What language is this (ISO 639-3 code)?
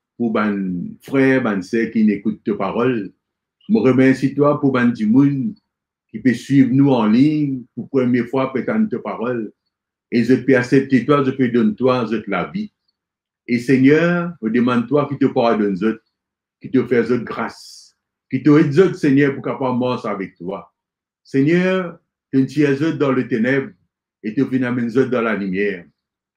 mfe